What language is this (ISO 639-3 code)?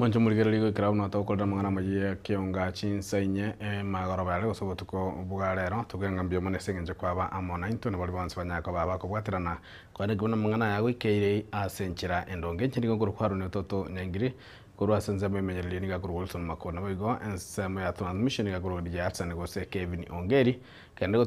guz